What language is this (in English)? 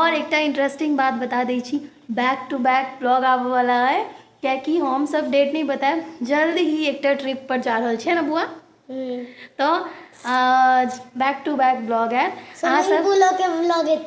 Maithili